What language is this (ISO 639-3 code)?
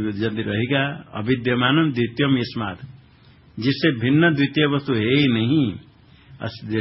hin